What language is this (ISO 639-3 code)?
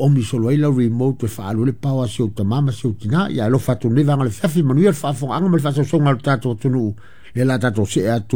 smo